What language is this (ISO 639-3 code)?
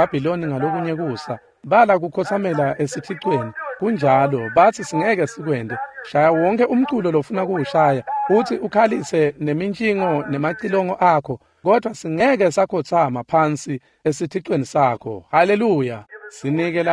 ssw